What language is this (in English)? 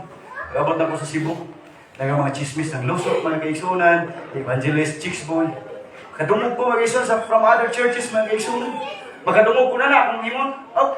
Cebuano